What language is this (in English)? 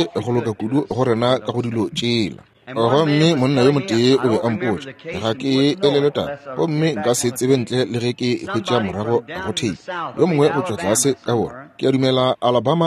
Northern Sotho